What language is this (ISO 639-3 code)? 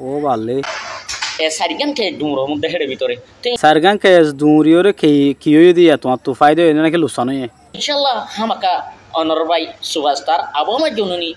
rhg